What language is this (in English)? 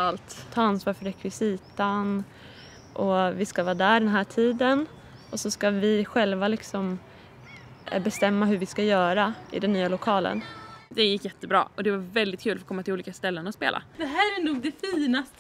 Swedish